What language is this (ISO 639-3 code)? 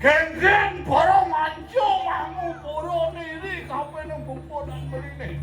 ban